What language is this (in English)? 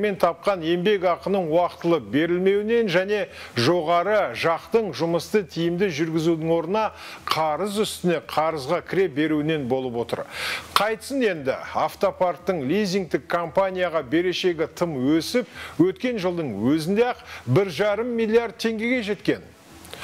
Kazakh